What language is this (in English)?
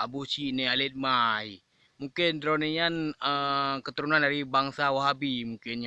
Achinese